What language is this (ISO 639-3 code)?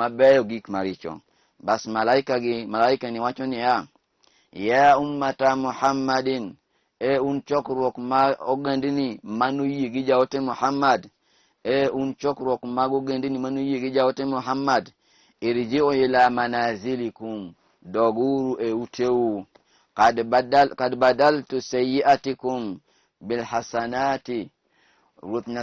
luo